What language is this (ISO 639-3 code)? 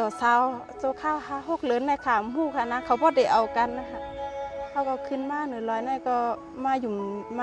shn